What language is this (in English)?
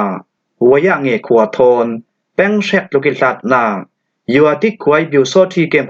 Falam Chin